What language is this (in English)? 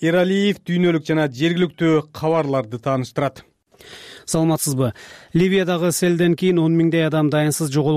Kyrgyz